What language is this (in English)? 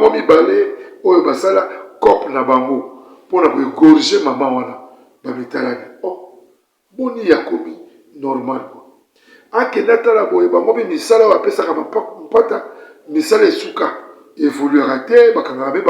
Lingala